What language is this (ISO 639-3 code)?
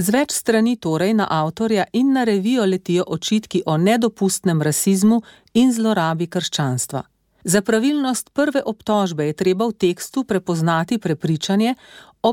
slv